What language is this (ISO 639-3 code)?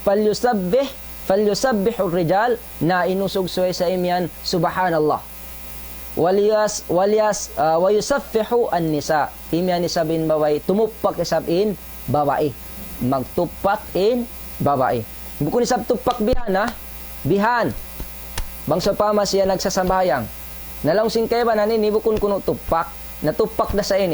tsg